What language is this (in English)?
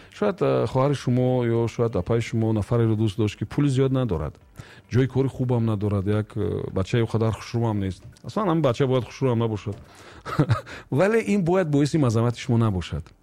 Tajik